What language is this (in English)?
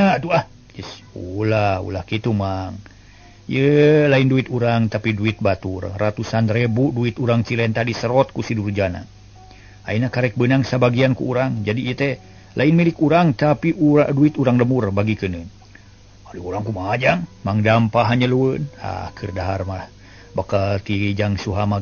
Sundanese